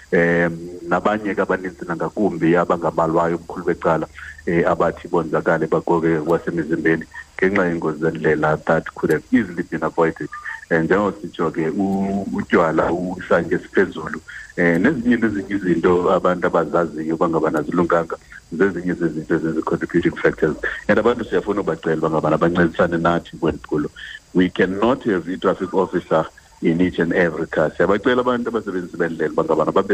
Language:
Xhosa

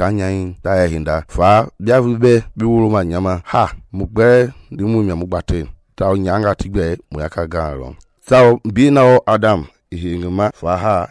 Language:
Mende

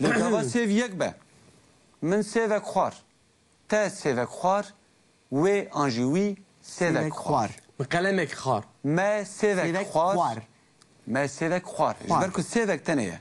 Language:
Kurdish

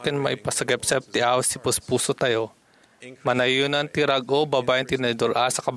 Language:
Iloko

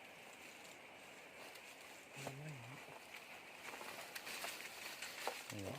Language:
Lao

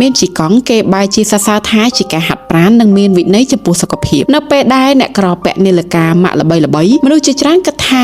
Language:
Khmer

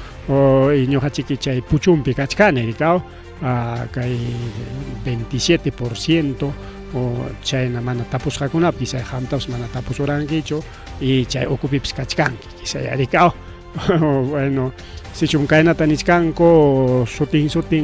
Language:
Ayacucho Quechua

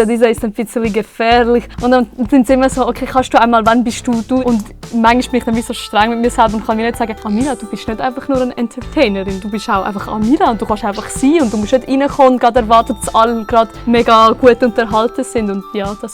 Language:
Swiss German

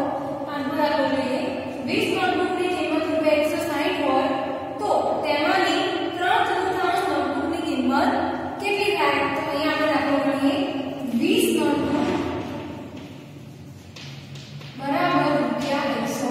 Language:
Gujarati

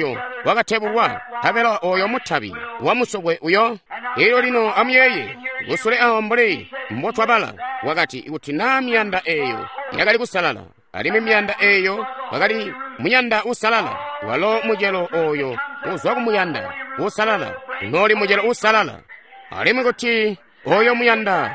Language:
Tonga (Zambia)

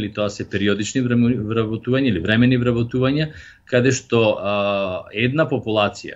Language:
Macedonian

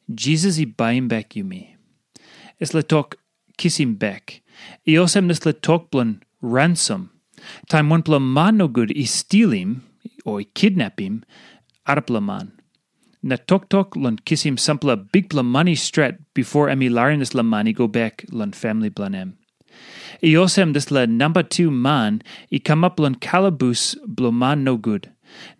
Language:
Tok Pisin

